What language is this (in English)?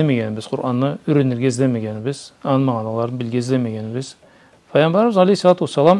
Karachay-Balkar